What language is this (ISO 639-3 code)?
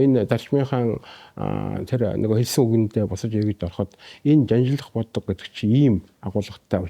mon